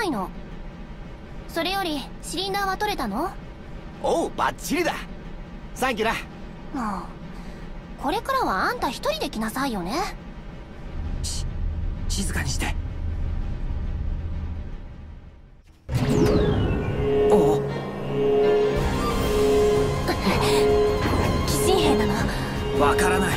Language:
Japanese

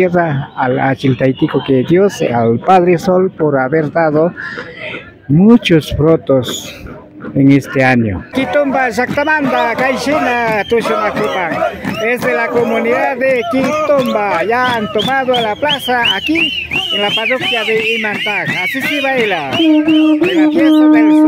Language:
Imbabura Highland Quichua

